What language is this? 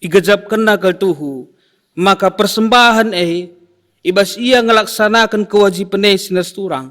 Batak Karo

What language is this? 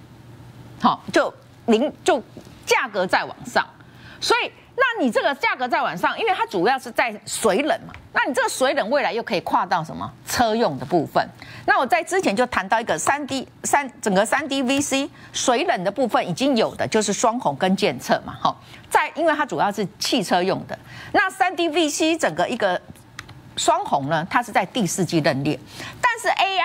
Chinese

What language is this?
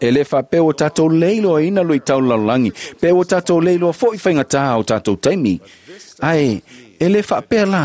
Samoan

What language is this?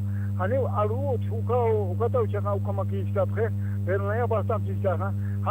Aymara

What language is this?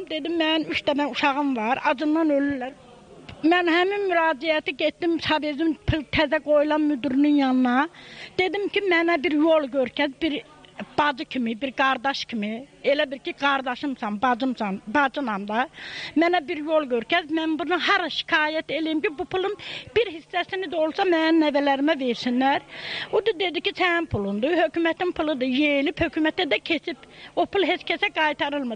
Azerbaijani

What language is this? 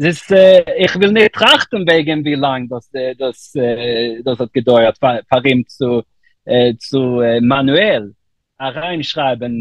Yiddish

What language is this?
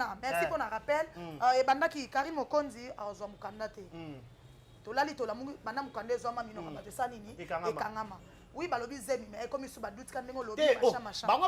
Lingala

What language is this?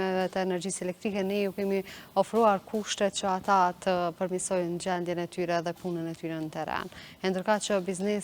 Albanian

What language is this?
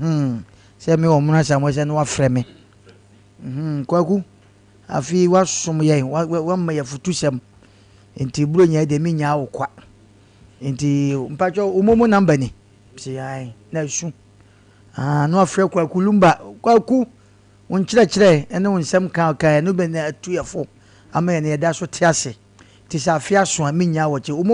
Akan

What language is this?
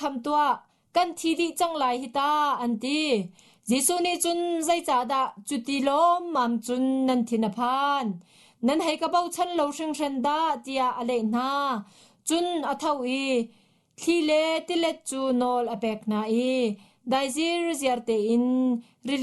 Hakha Chin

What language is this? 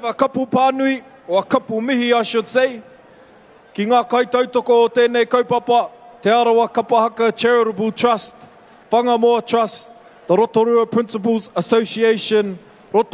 Māori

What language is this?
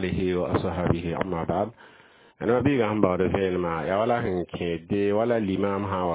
Mossi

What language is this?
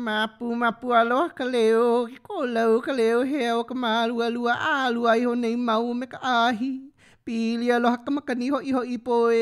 Hawaiian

